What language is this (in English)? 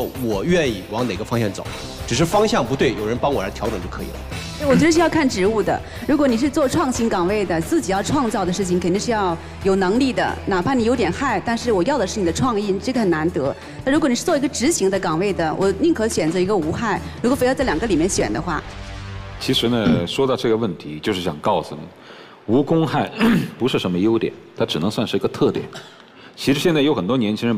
Chinese